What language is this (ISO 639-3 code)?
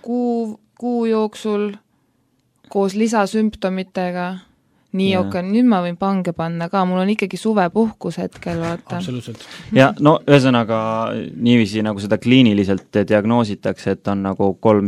est